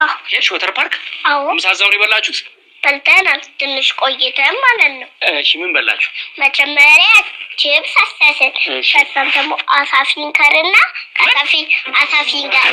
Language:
Amharic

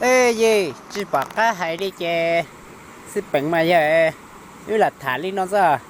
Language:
Hmong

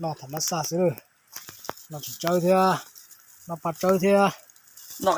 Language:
Hmong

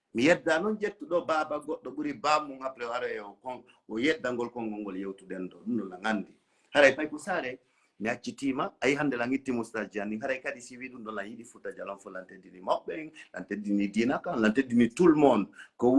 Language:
Fula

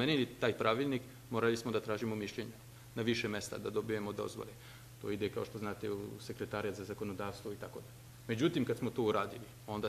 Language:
Serbian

